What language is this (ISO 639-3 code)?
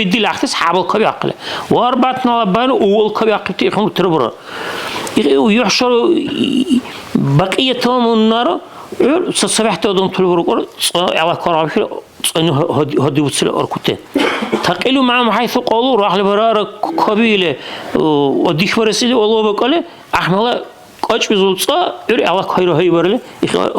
dar